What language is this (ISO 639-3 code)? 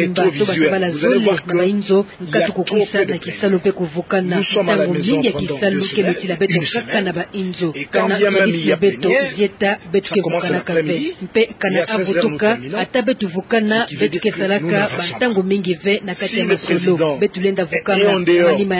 ktu